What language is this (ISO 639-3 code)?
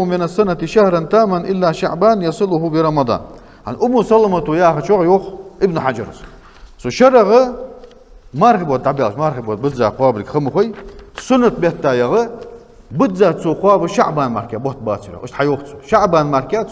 inh